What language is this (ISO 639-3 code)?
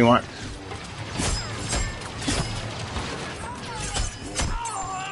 eng